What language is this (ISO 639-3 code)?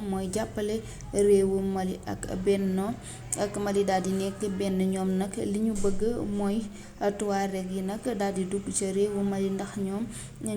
wol